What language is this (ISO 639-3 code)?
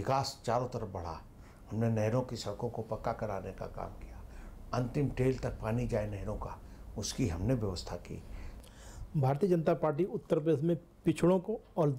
hin